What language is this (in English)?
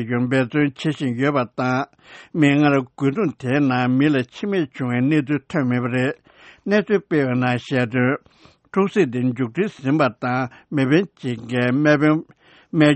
Tibetan